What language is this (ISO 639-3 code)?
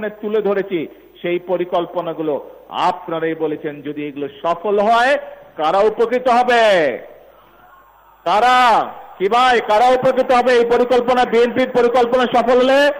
ben